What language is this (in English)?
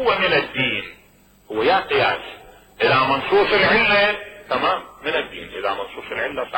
Mesopotamian Arabic